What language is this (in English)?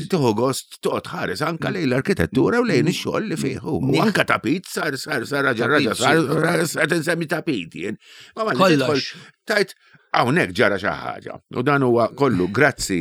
Maltese